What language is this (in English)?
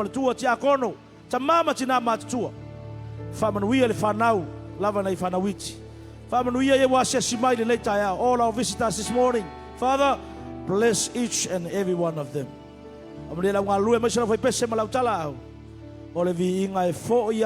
Samoan